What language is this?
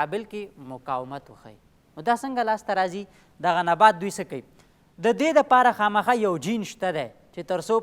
Pashto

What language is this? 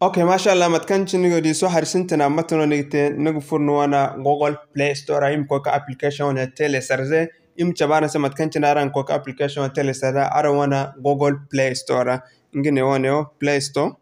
Zarma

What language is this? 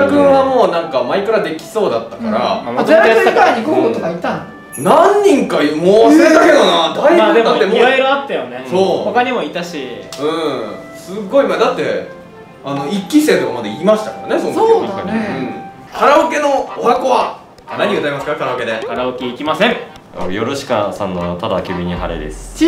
Japanese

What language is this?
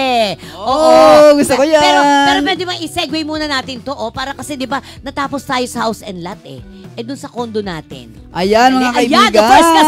Filipino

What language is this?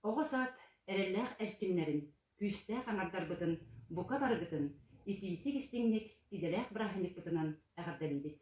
Yakut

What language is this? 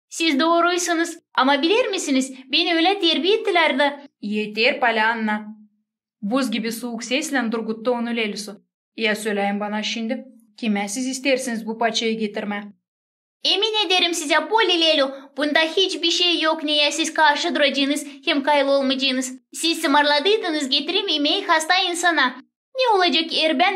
Gagauz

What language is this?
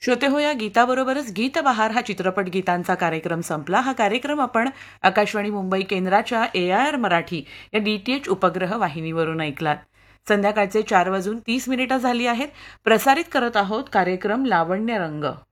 Marathi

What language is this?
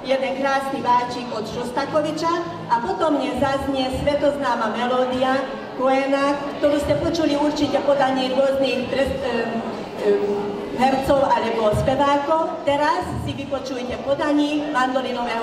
Slovak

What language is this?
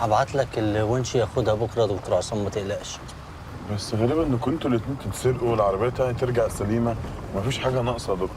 Egyptian Arabic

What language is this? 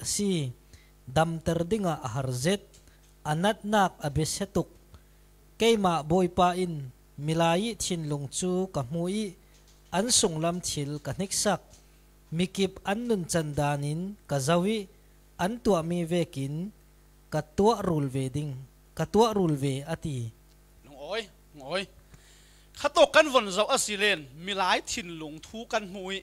Falam Chin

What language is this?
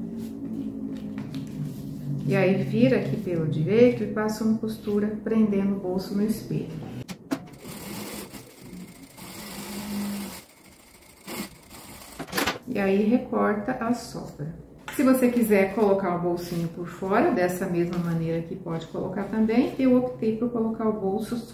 Portuguese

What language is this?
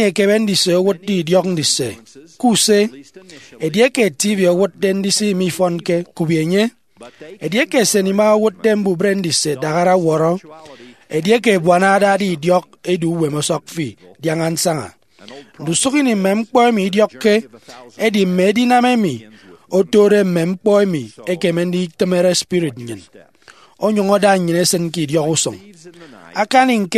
Efik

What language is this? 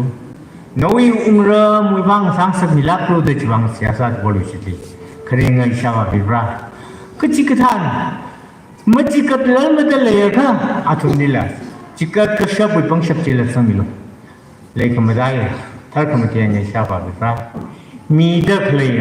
Tangkhul Naga (India)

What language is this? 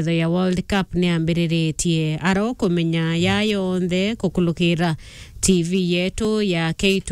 Meru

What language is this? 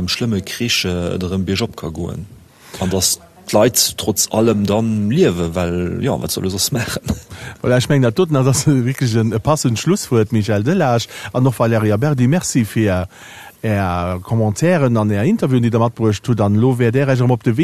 Luxembourgish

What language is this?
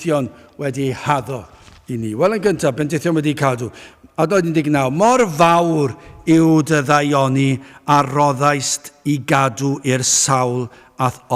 Welsh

